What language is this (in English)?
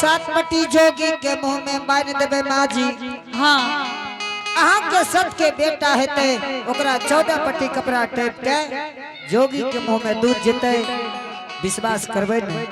Angika